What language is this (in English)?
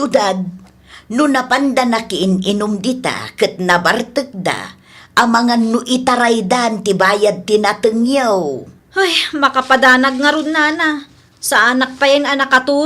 Iloko